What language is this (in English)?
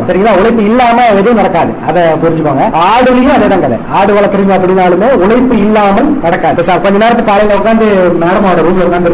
Tamil